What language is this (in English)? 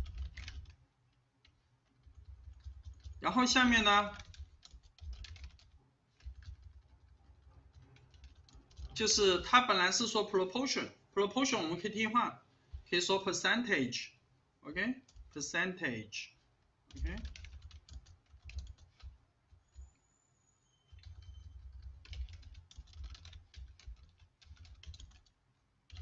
Chinese